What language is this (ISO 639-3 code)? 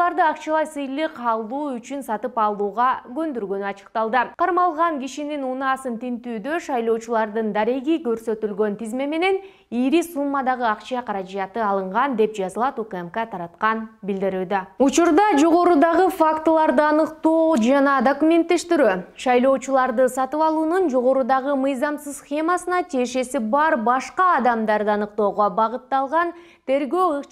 kir